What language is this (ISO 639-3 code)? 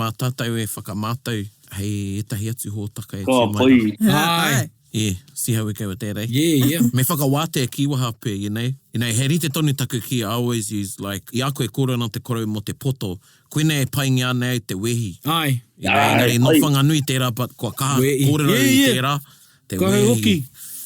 mri